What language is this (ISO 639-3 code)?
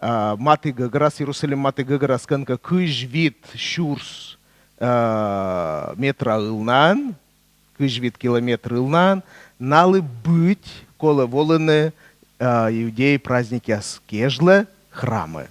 kom